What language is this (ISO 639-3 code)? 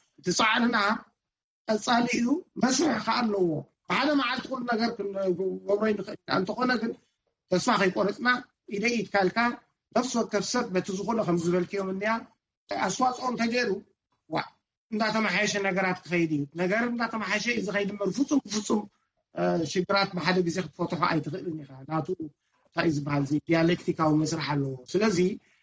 tir